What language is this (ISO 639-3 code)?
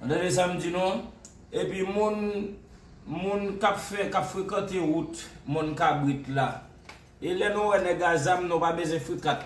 hat